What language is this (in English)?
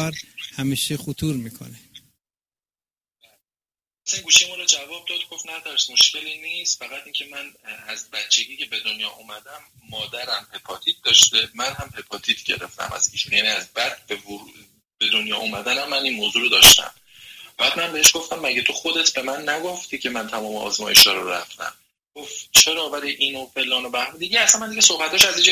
Persian